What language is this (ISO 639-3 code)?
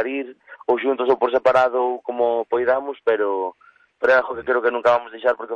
glg